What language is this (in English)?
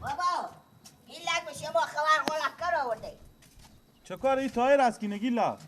Persian